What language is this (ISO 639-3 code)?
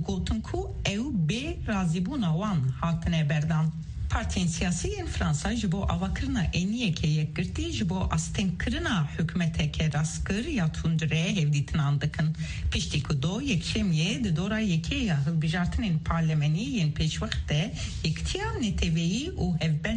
kur